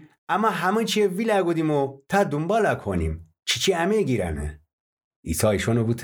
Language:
Gilaki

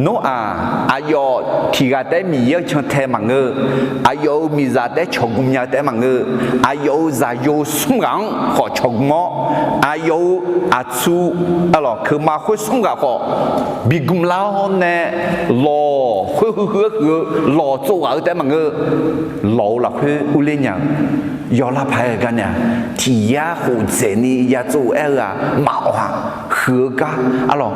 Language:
Akha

